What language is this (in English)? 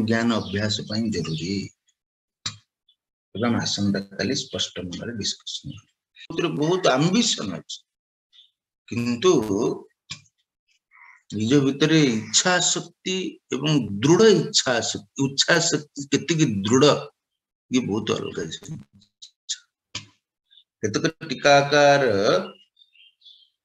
Odia